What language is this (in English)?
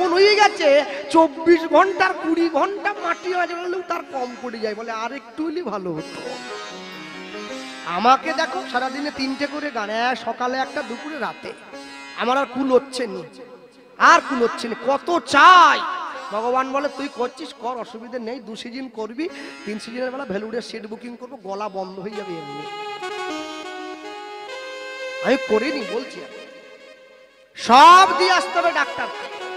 Bangla